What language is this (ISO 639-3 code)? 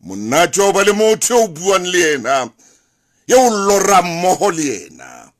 sot